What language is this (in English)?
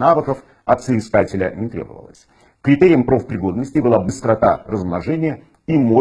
Russian